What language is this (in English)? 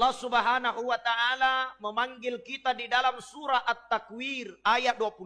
Buginese